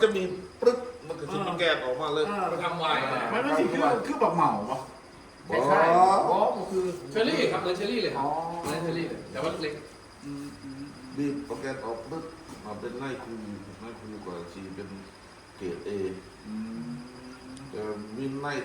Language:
Lao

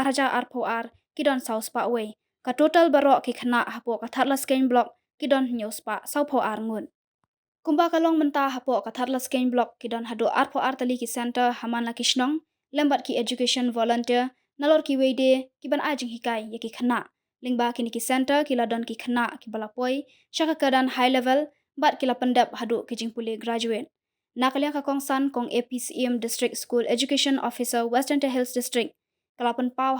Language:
Khasi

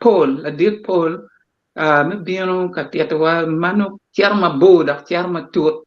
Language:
Acoli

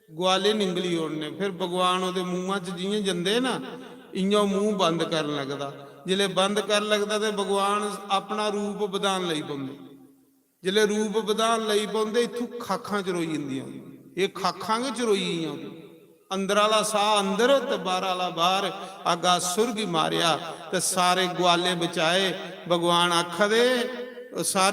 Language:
Dogri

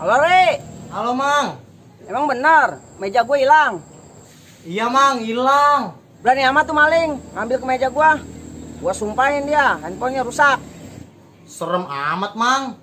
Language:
Betawi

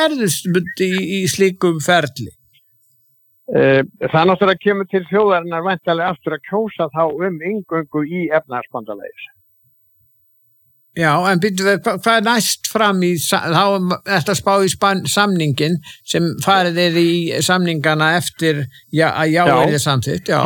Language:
Icelandic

